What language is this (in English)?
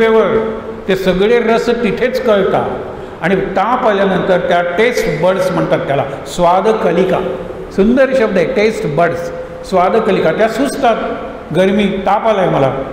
Marathi